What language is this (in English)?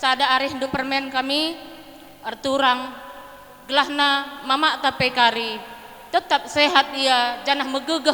Batak Karo